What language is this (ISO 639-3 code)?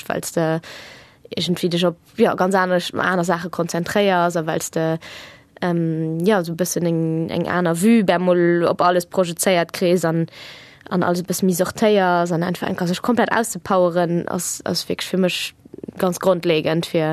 ltz